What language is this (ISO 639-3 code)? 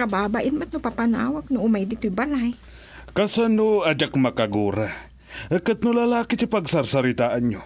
ilo